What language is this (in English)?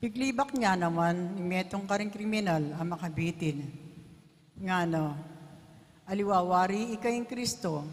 Pampanga